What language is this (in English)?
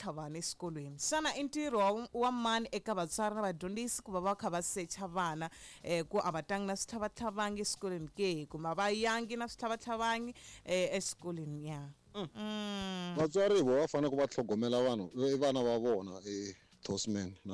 Tsonga